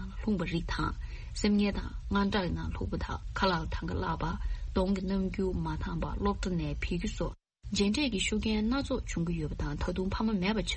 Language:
Tibetan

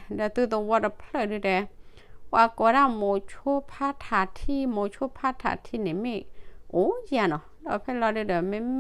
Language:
S'gaw Karen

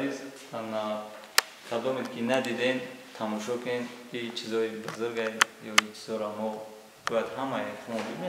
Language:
Tajik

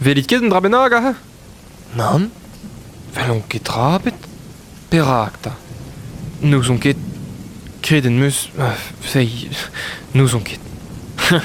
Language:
Breton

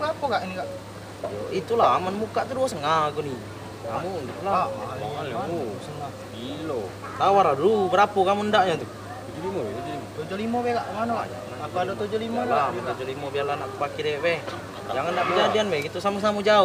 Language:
Musi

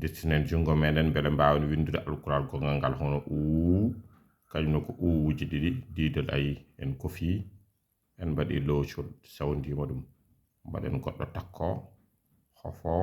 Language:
Fula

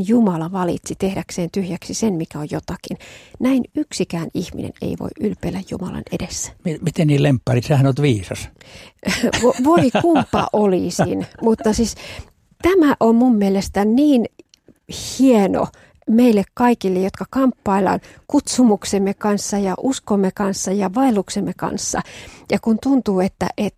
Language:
Finnish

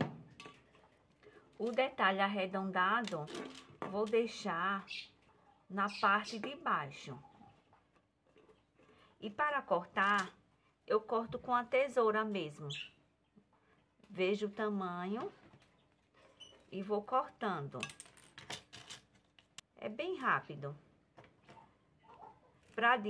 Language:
Portuguese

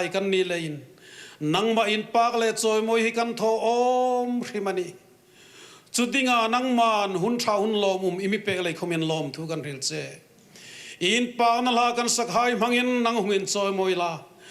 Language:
Hmar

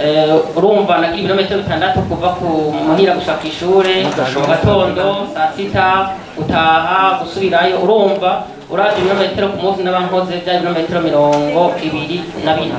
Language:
Rundi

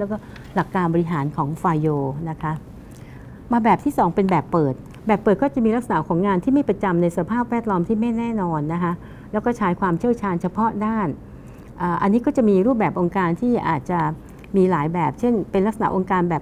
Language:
Thai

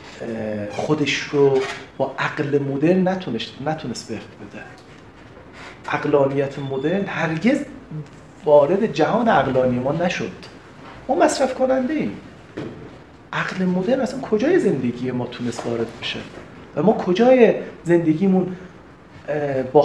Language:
Persian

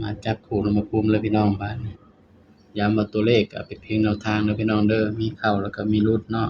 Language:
Northeastern Thai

